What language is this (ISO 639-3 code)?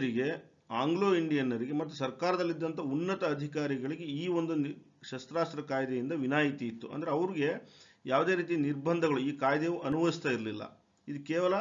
kan